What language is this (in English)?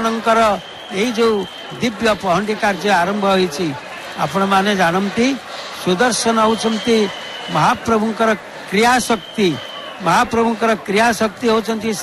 Odia